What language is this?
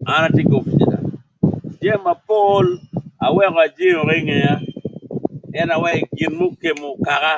Acoli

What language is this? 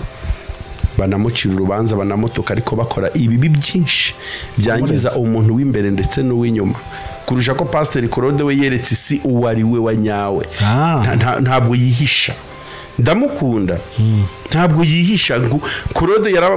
Kinyarwanda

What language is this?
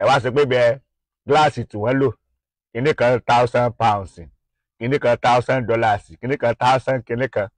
Yoruba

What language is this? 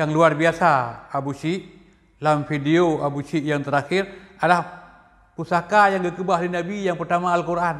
Achinese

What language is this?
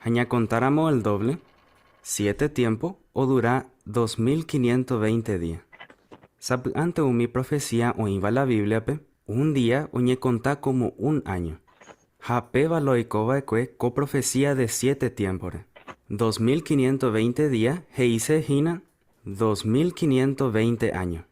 Guarani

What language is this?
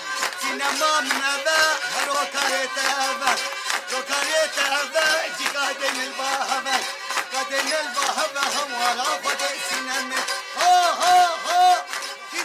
Kurdish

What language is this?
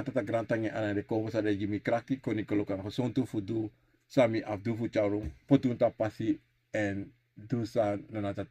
Sranan Tongo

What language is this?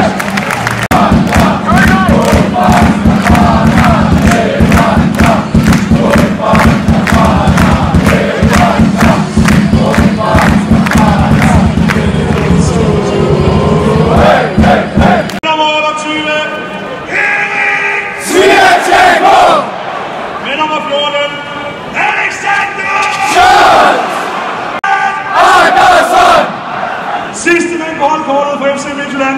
Danish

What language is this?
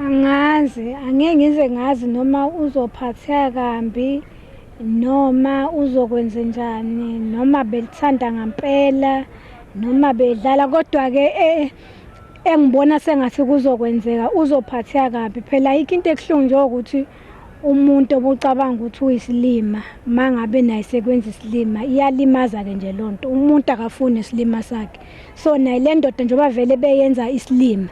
Zulu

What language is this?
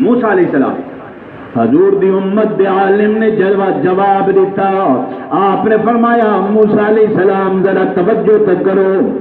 Saraiki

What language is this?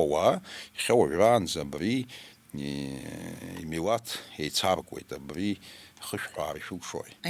Abkhazian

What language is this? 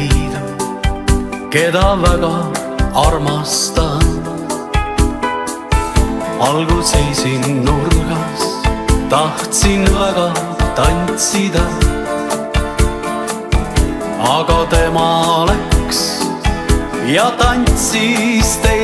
Estonian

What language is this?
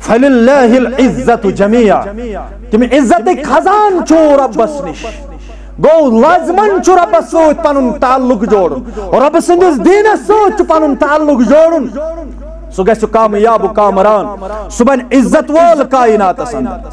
Kashmiri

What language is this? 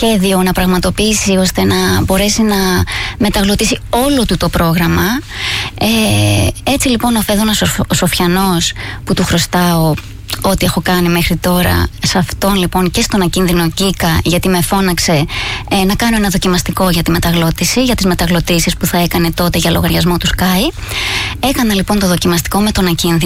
Greek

